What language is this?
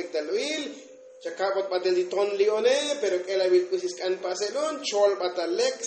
Tzotzil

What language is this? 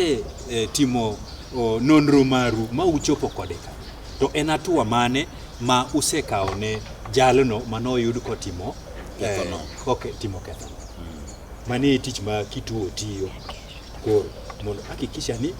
Luo (Kenya and Tanzania)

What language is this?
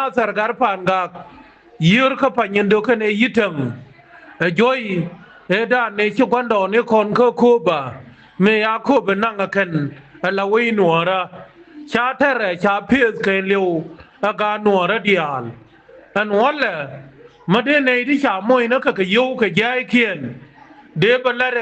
Nuer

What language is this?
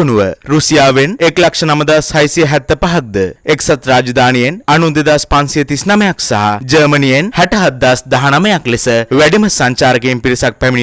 Sinhala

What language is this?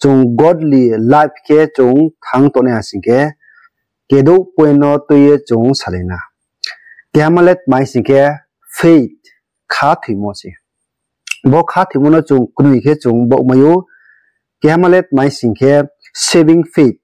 Riang (India)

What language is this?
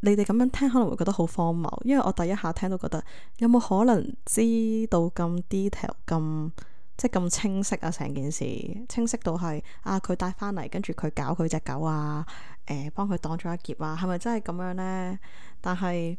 Cantonese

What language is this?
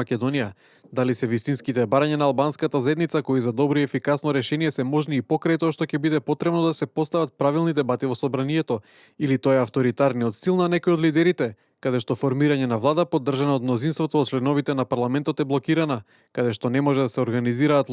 Macedonian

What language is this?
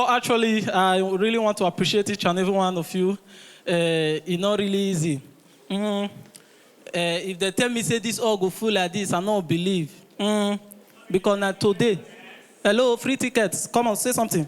Nigerian Pidgin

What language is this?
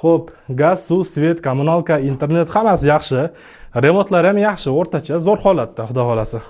Uzbek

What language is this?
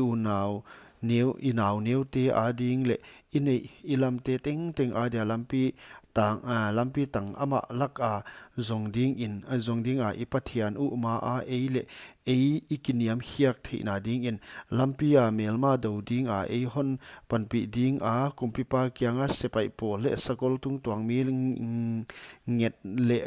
Paite Chin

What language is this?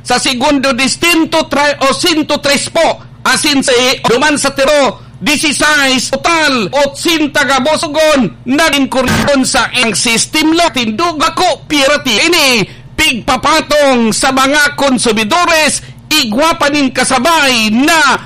Bikol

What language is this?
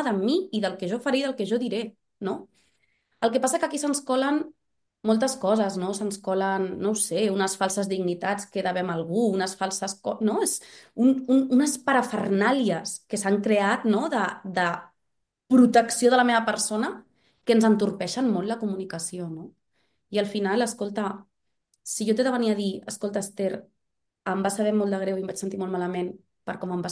Catalan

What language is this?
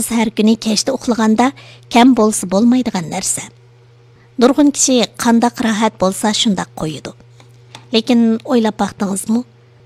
Uyghur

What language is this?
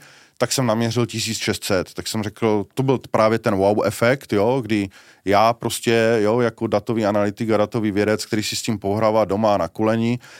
Czech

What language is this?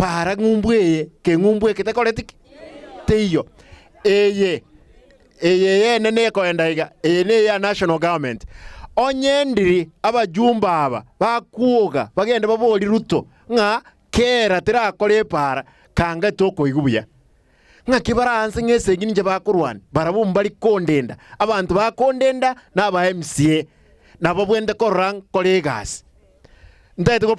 Gusii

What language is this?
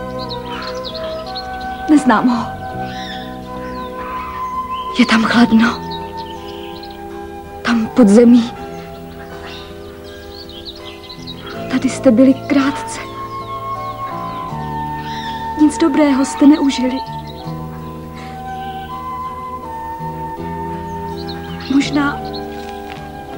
Czech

